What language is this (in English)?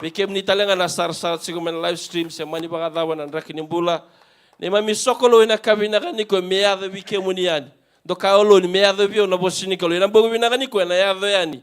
Fijian